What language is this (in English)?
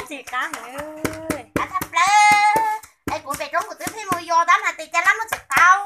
Hmong